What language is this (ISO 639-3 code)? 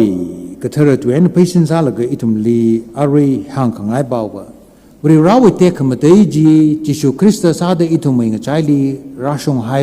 nmf